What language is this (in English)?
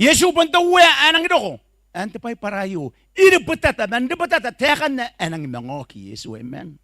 Gilbertese